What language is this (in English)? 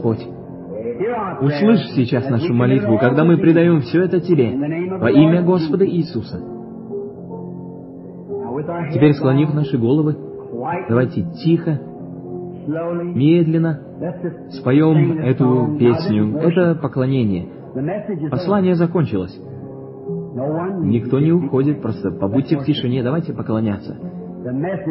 Russian